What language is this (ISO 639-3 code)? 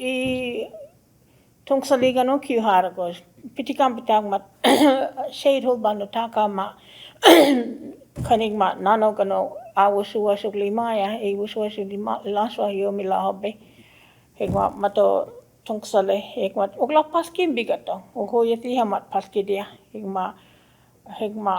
cho